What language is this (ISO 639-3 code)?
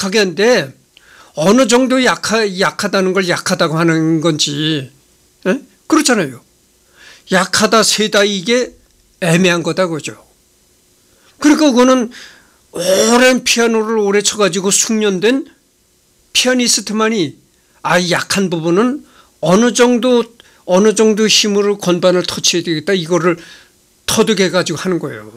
kor